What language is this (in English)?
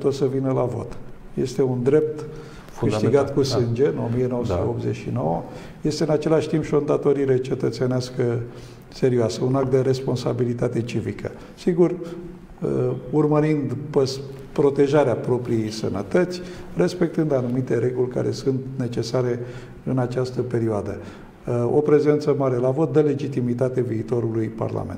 Romanian